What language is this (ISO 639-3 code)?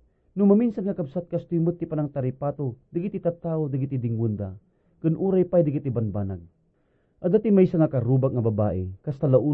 ilo